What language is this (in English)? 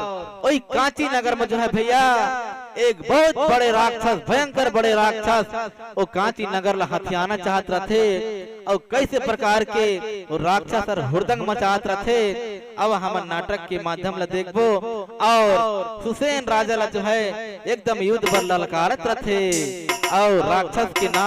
Chhattisgarhi